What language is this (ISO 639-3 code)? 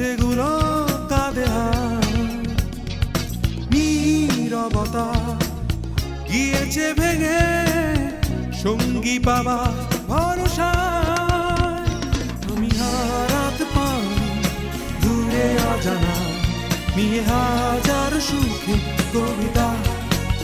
ben